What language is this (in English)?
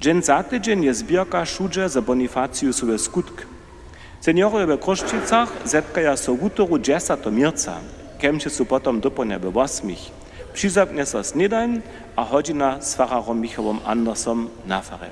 Upper Sorbian